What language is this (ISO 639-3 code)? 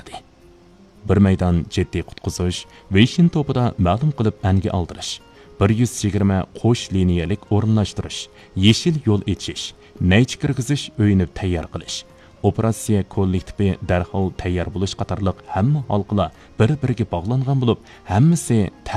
uig